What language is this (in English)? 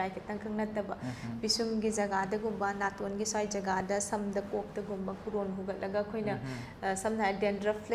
Manipuri